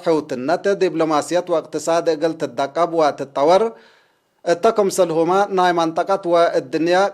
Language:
Tigre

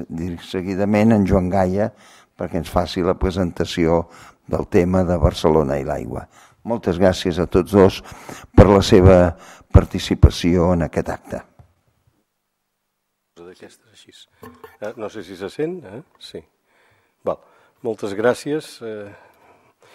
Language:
Catalan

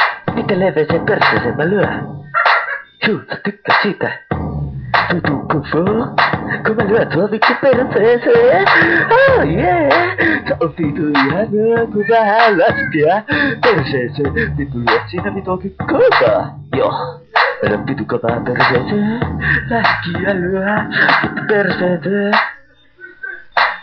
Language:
Finnish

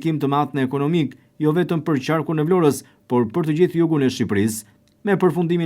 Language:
Albanian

